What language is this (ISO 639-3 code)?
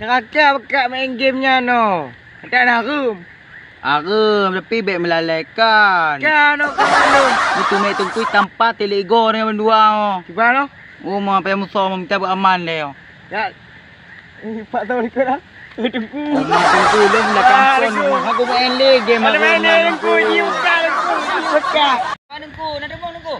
ace